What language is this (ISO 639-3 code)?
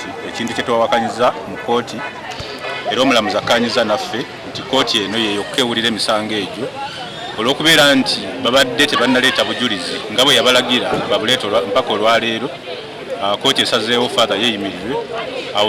lug